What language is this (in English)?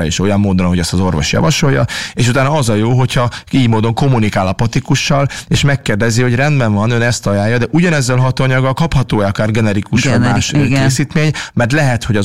Hungarian